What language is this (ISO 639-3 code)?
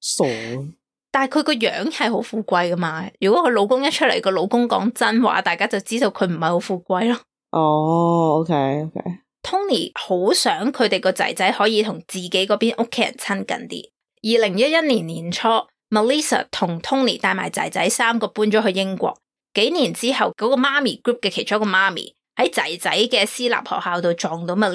yue